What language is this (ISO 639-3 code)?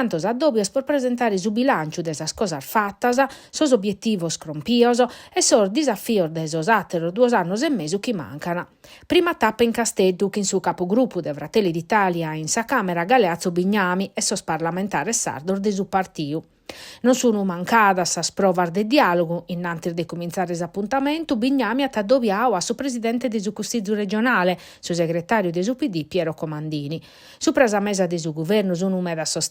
srd